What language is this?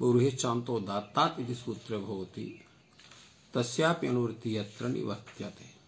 Sanskrit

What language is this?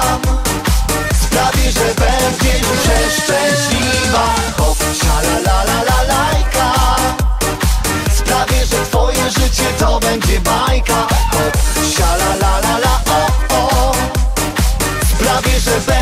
Polish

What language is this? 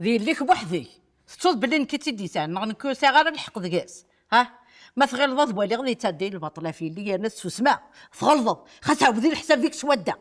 Kabyle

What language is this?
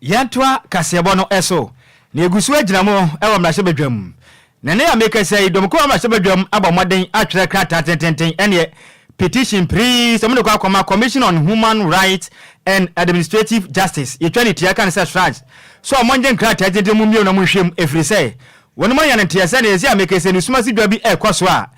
Akan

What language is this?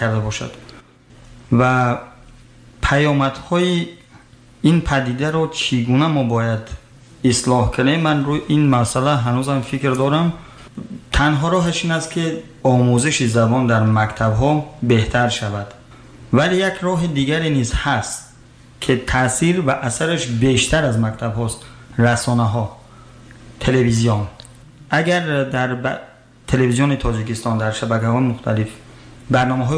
Tajik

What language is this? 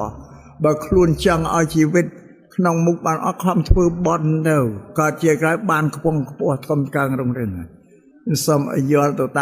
Khmer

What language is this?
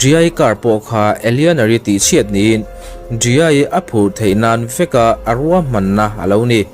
Mizo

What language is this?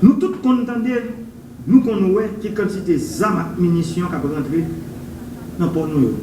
Haitian Creole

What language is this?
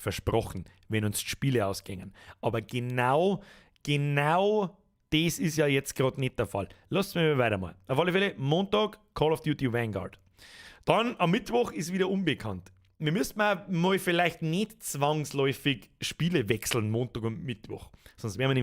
Bavarian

